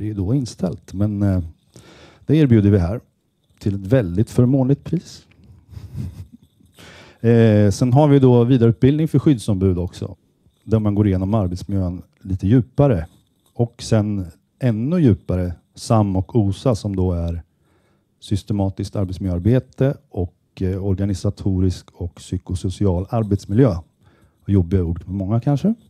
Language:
Swedish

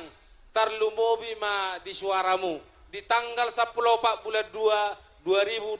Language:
Batak Toba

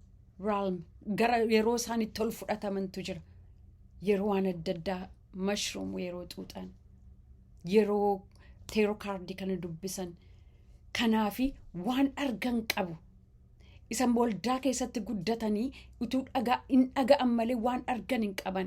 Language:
Oromo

